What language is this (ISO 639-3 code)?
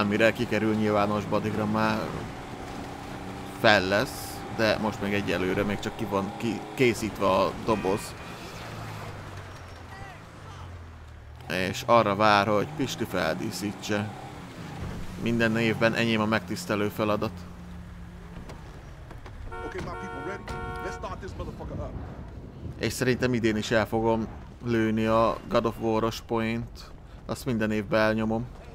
hun